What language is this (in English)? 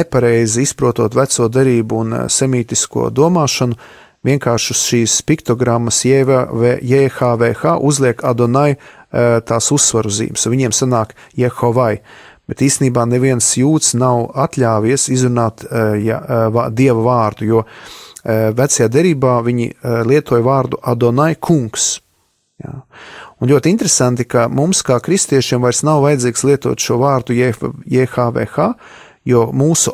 Latvian